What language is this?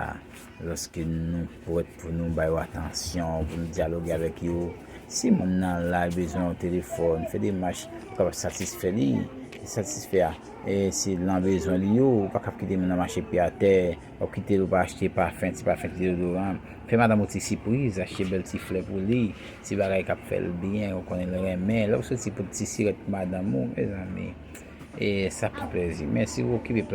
Haitian Creole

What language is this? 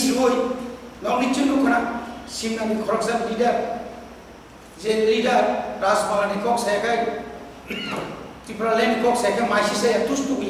Kok Borok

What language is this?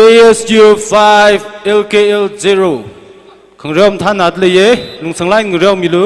Tangkhul Naga (India)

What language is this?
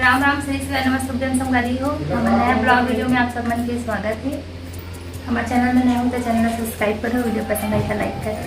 Chhattisgarhi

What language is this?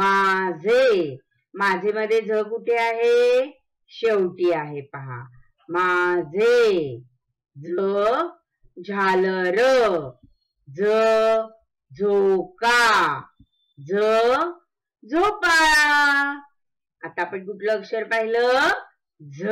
Marathi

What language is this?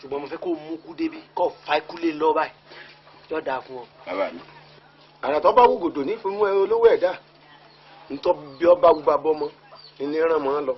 Yoruba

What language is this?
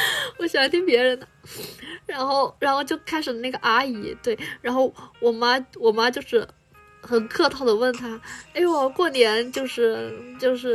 Chinese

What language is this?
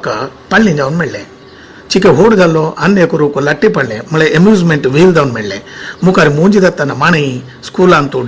Konkani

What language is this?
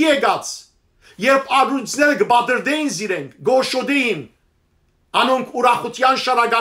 Western Armenian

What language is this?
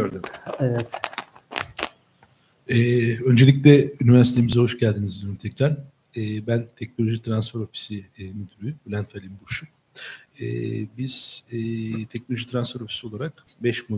Turkish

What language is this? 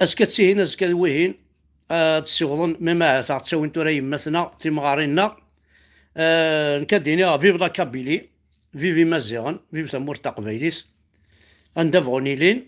Kabyle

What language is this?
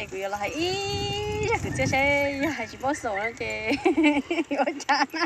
Hmong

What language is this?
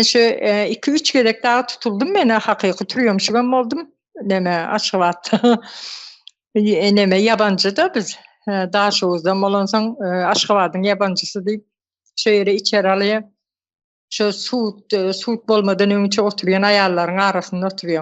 Turkmen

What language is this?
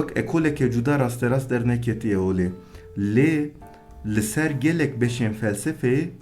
Kurdish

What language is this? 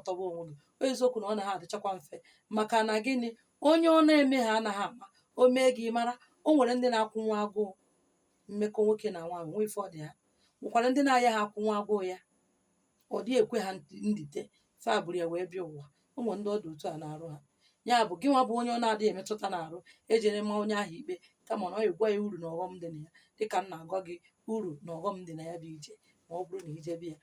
Igbo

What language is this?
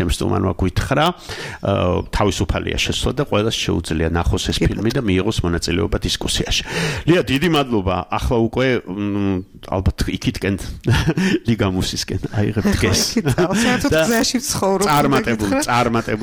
Georgian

